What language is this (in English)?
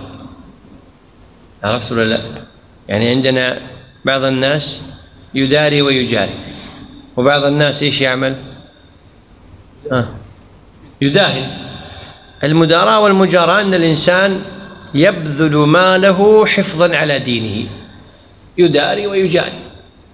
Arabic